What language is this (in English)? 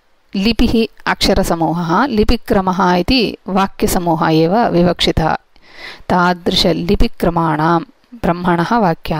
Sanskrit